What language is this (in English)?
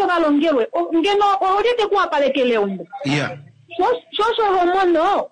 Kuanyama